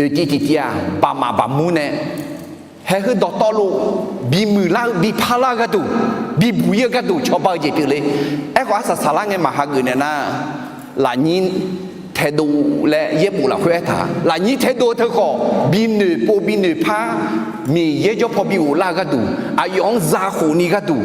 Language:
Akha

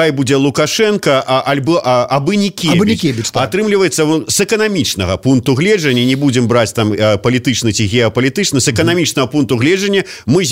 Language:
Belarusian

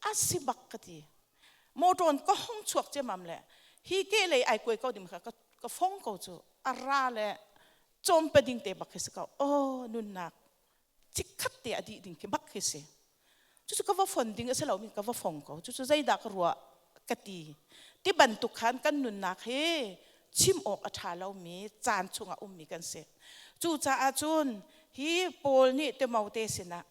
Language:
Hakha Chin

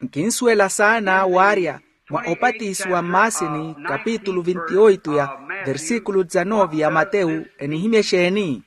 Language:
Makhuwa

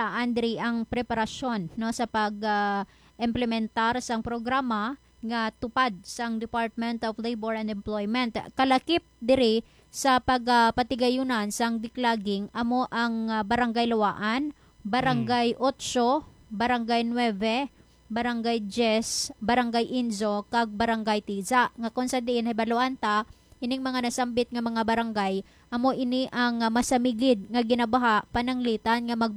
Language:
Hiligaynon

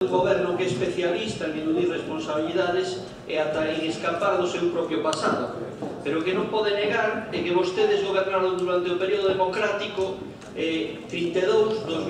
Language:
Galician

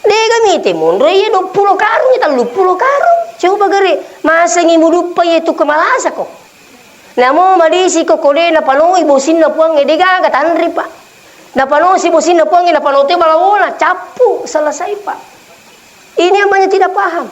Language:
Buginese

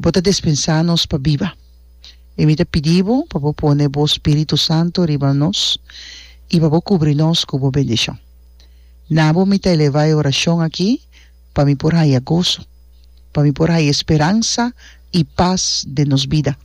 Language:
Papiamento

